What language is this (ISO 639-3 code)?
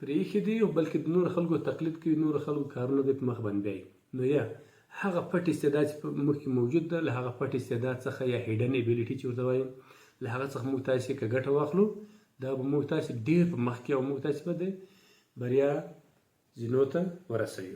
pus